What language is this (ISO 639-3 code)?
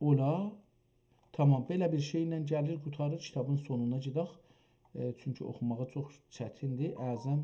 azb